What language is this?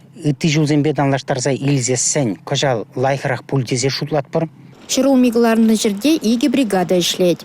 Chuvash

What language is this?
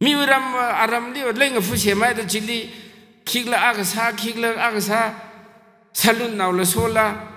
Tangkhul Naga (India)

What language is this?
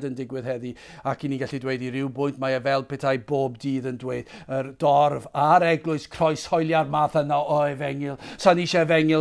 Welsh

